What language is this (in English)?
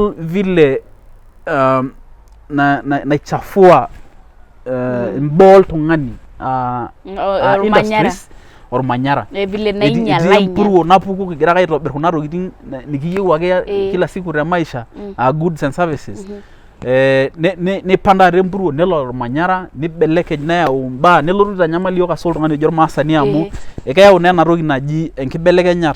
Masai